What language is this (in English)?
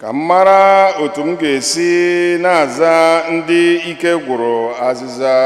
Igbo